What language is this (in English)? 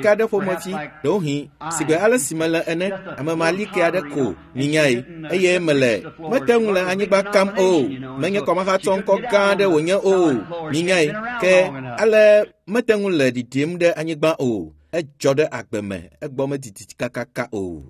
Ewe